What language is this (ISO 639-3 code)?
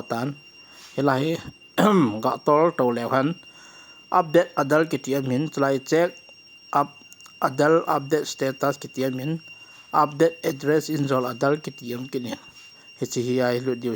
tcz